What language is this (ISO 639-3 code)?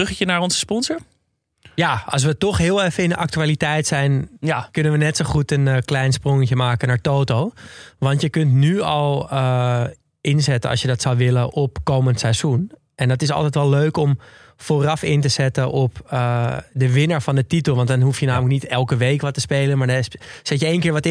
nld